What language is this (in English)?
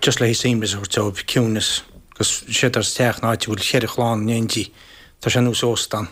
Irish